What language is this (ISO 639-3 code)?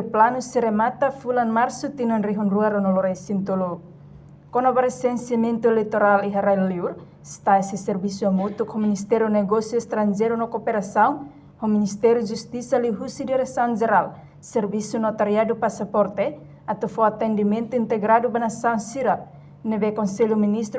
tet